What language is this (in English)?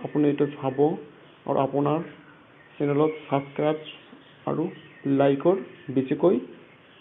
Assamese